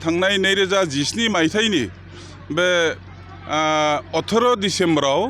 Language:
Bodo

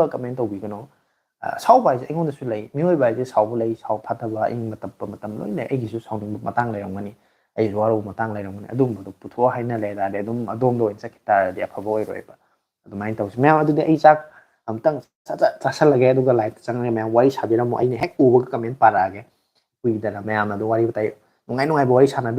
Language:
Manipuri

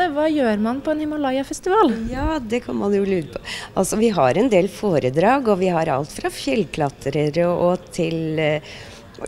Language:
Norwegian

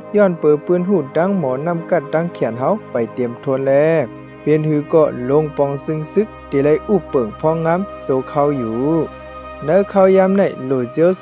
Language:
Shan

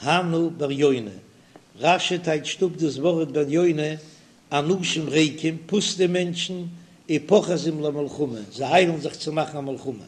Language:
Yiddish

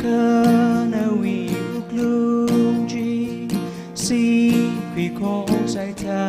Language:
Tangkhul Naga (India)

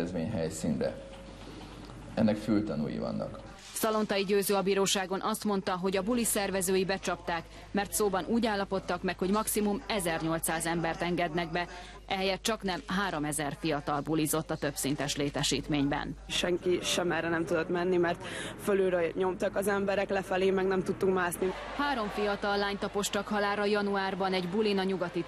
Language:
Hungarian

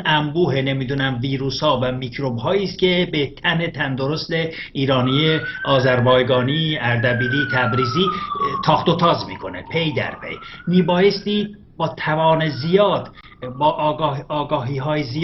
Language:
Persian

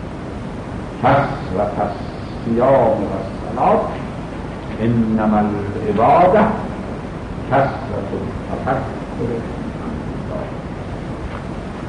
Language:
Persian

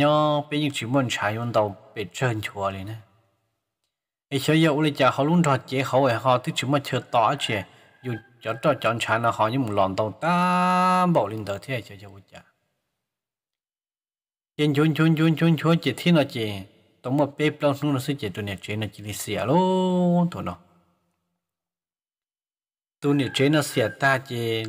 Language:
Vietnamese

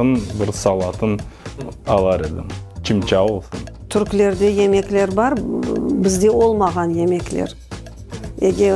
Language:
Crimean Tatar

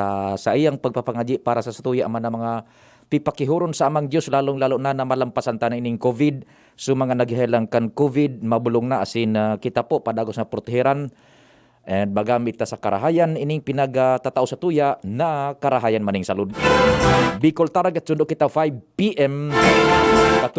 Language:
Bikol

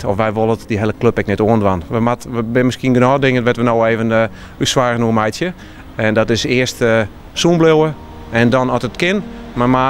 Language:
Western Frisian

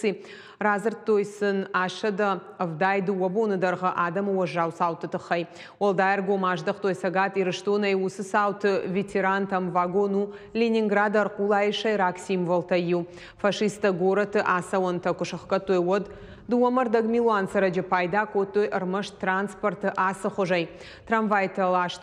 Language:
Ossetic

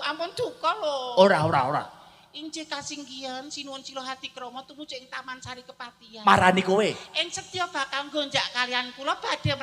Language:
Javanese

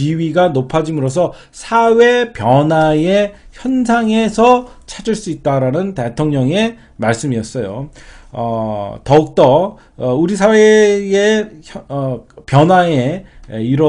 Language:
Korean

